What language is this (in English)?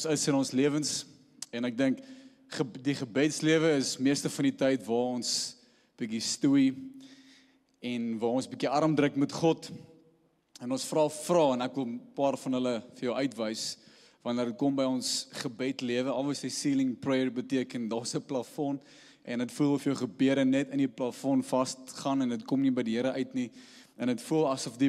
Afrikaans